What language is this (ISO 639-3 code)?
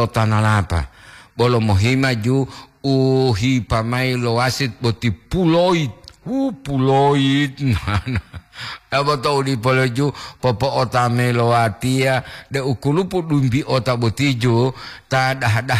gor